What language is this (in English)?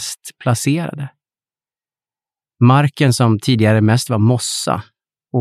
Swedish